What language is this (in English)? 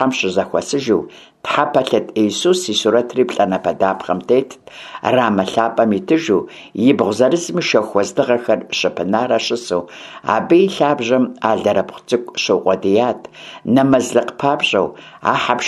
Kabardian